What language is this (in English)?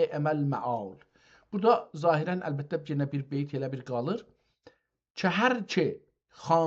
South Azerbaijani